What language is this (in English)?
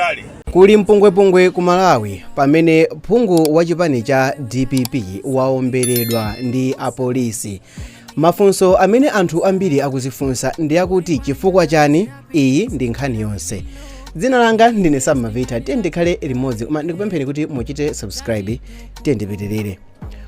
Nyanja